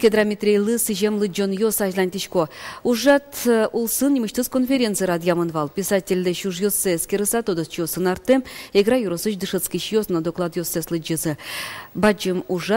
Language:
Udmurt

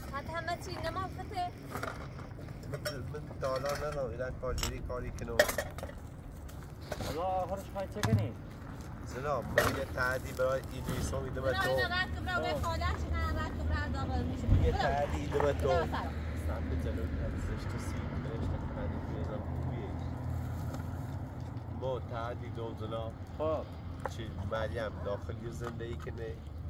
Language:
Persian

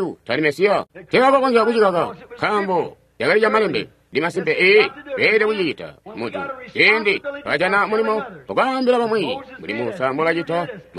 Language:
Tonga (Zambia)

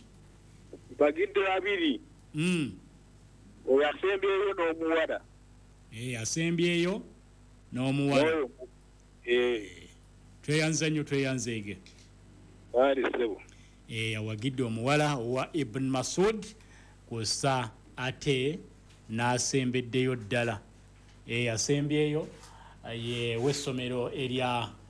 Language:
Ganda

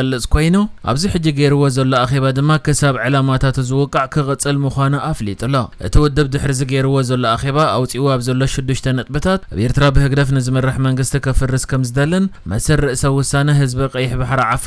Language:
Tigrinya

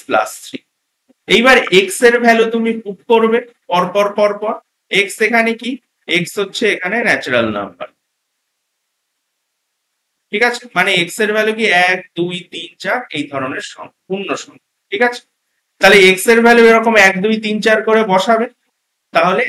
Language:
Bangla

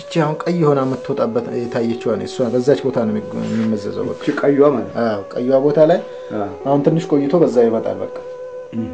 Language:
Amharic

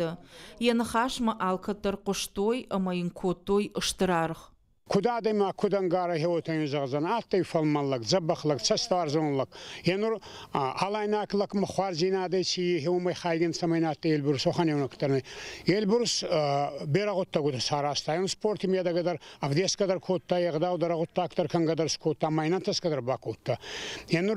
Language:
Ossetic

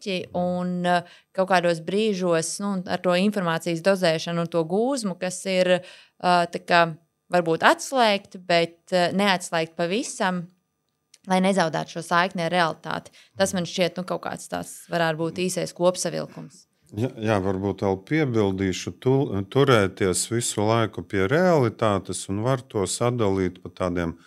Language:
Latvian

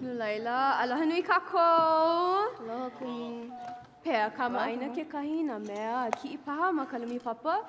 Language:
Hawaiian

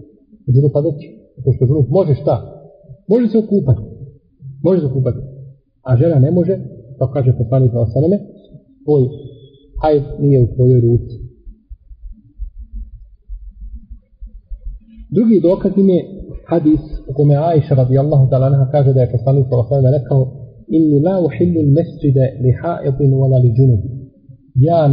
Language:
Bosnian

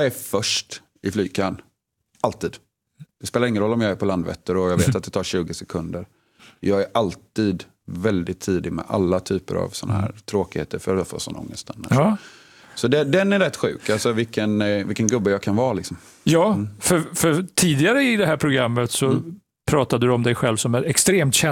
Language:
Swedish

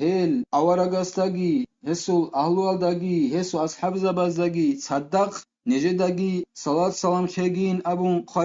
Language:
Avaric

